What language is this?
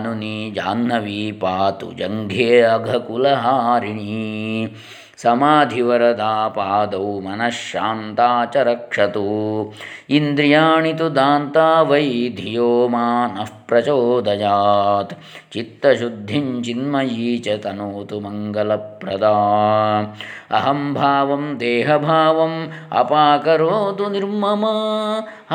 Sanskrit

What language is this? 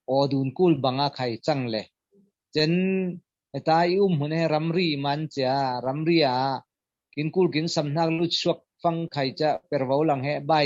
Falam Chin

